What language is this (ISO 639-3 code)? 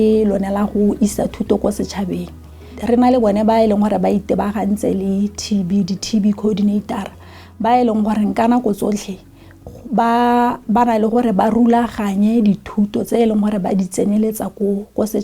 tsn